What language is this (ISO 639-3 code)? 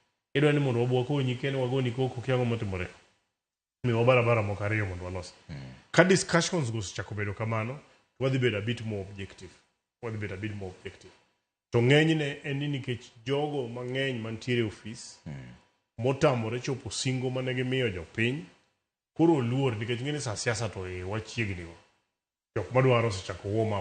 luo